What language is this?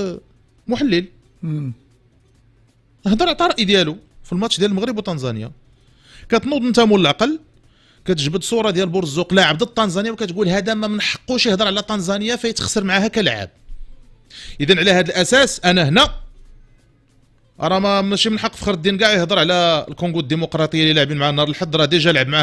Moroccan Arabic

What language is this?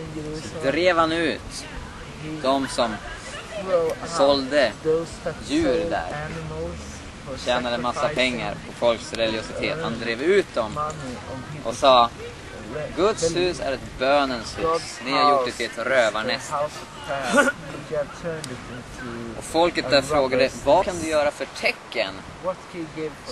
Swedish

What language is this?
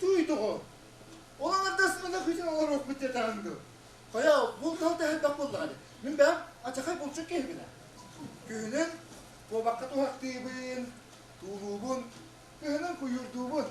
Yakut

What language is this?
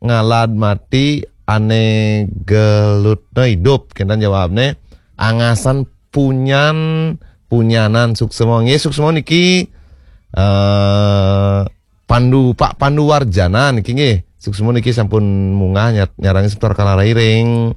Balinese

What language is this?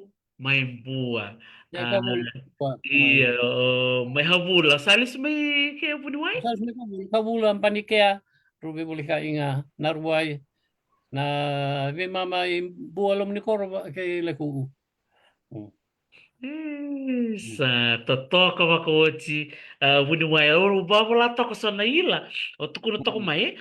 Fijian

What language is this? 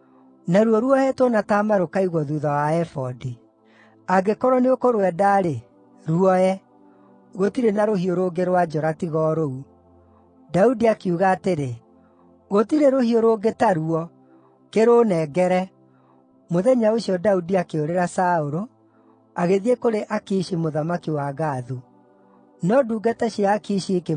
Kikuyu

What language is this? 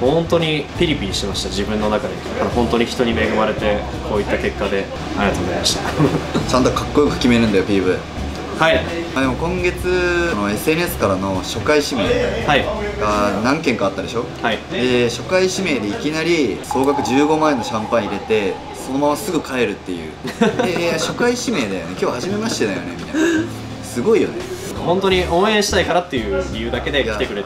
Japanese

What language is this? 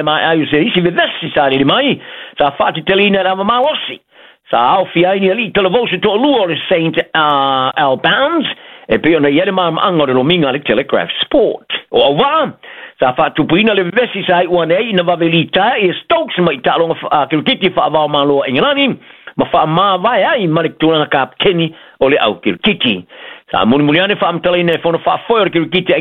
Samoan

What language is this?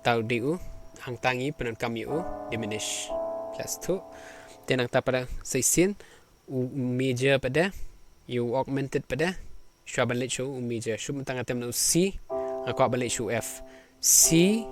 Khasi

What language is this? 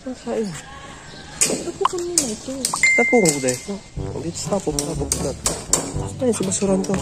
Bikol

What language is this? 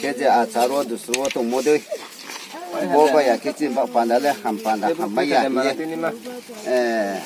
Riang (India)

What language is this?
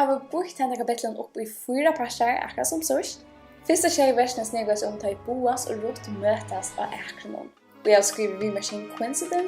Faroese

